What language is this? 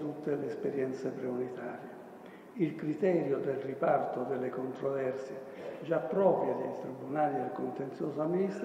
Italian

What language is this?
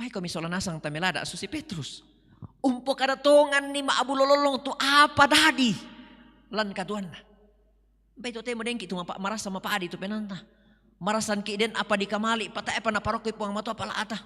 Toraja-Sa'dan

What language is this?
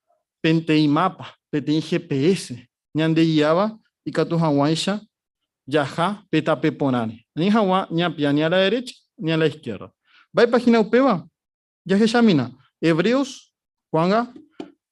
Guarani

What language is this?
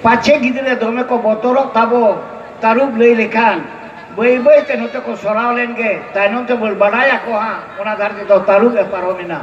Santali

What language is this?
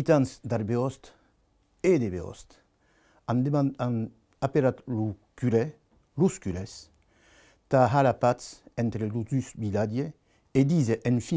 Occitan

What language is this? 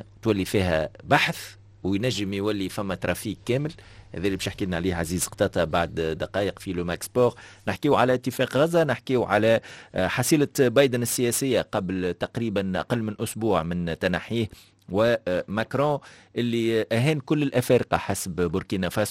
Tunisian Arabic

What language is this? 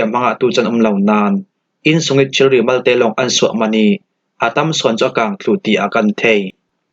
Falam Chin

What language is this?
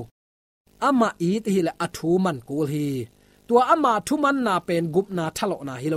Tedim Chin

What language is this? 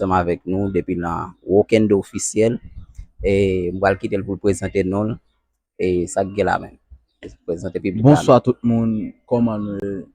Haitian Creole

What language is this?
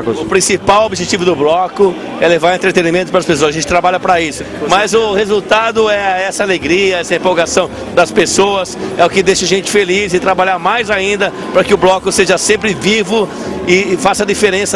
Portuguese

